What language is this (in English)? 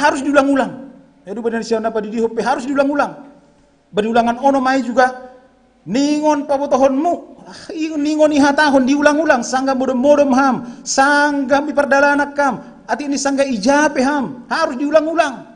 Batak Simalungun